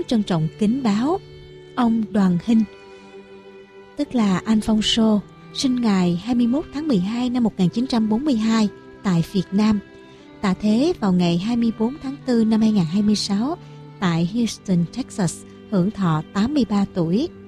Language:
Vietnamese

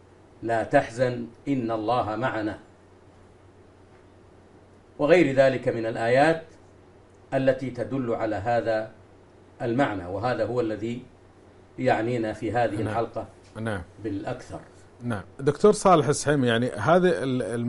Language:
Arabic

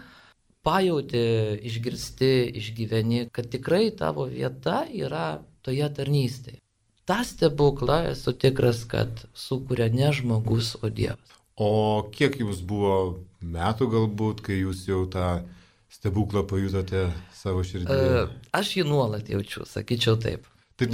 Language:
Lithuanian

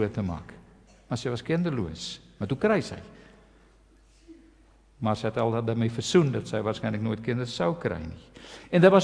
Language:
Afrikaans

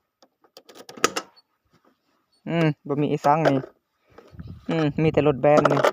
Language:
Lao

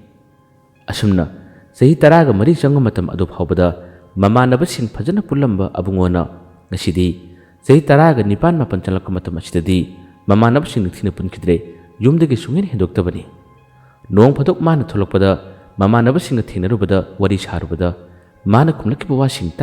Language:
Manipuri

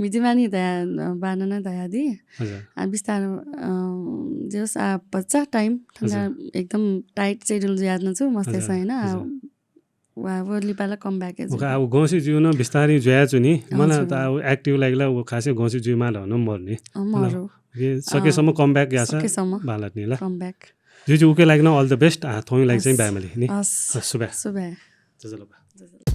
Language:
Newari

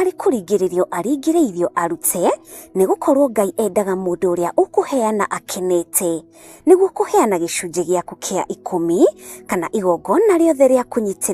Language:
Kikuyu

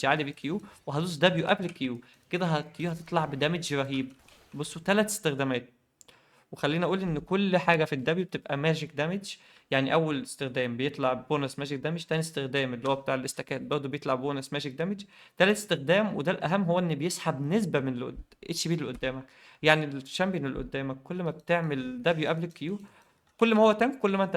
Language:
Egyptian Arabic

